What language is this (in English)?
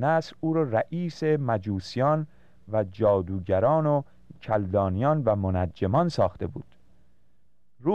Persian